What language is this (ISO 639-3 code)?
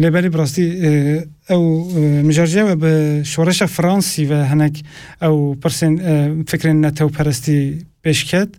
kur